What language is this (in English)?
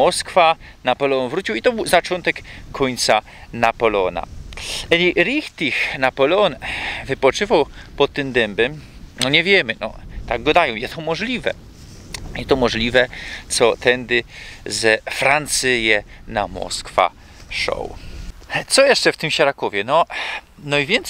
Silesian